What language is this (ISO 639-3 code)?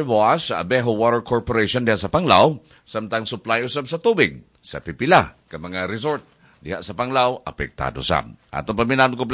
ceb